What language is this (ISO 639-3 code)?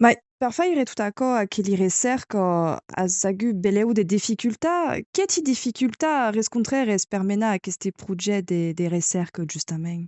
oci